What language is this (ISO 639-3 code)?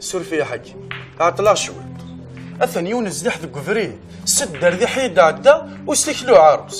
kab